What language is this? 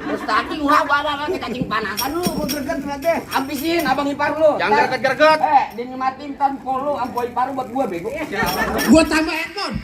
Betawi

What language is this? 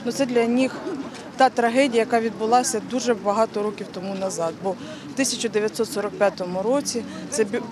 Ukrainian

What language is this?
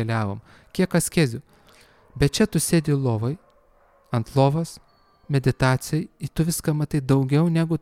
Lithuanian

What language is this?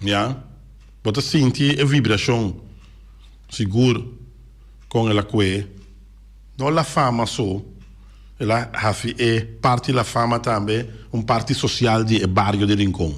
Papiamento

